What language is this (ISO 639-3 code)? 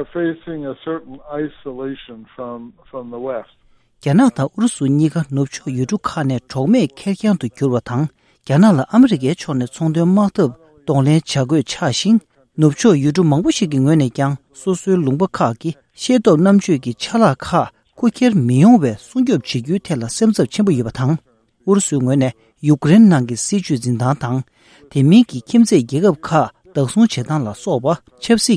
bod